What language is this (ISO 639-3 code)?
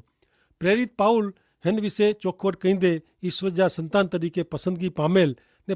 kfr